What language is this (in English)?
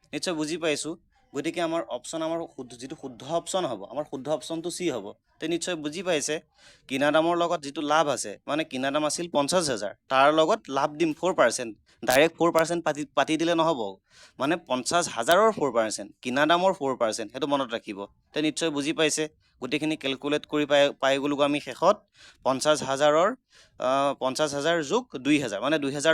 Assamese